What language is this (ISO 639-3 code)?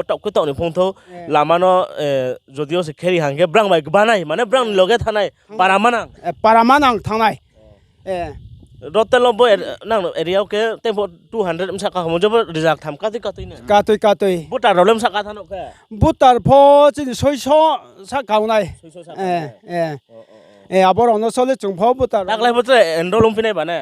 ria